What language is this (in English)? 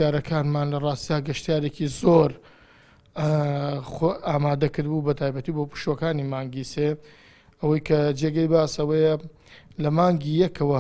Central Kurdish